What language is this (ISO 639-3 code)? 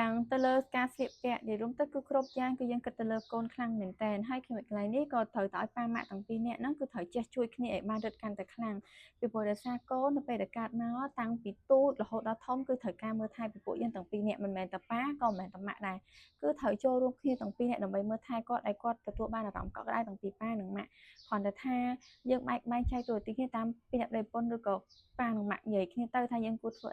khm